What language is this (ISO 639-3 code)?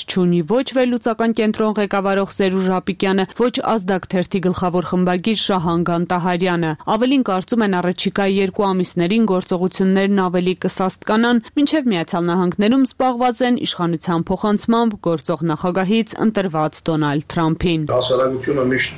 hye